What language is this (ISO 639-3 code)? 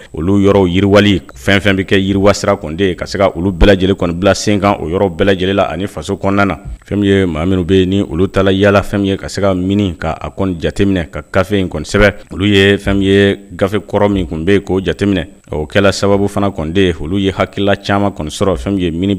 bam